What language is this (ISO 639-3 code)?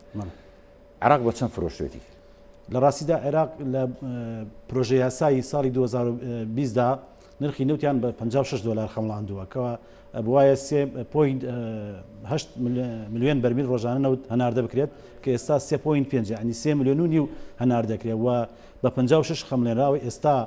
ckb